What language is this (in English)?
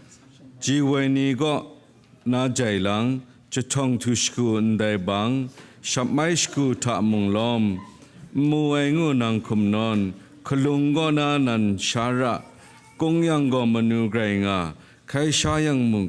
Kachin